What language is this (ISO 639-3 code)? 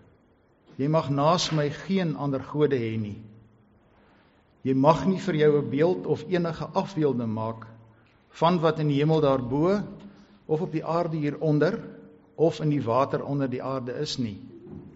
afr